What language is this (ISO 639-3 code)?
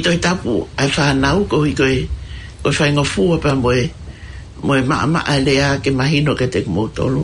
ton